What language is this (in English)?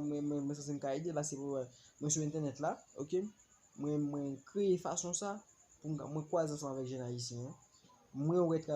Haitian Creole